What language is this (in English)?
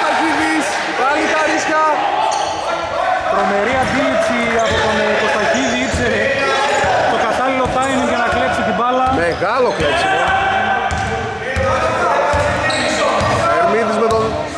Greek